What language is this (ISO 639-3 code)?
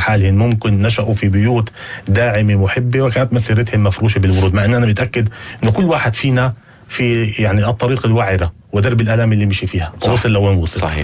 apc